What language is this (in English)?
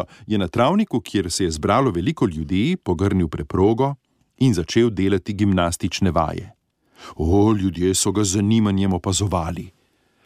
Slovenian